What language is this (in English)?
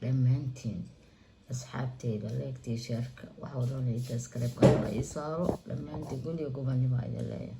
Somali